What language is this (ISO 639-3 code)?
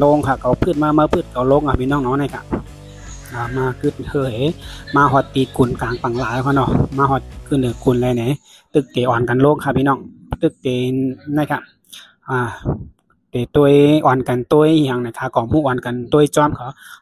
shn